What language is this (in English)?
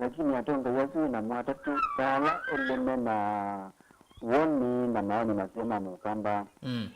Kamba